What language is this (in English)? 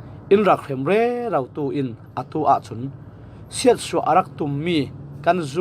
Falam Chin